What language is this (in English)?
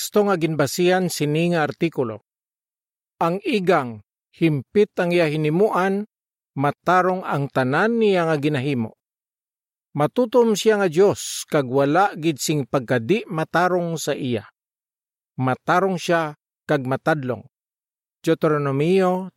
Hiligaynon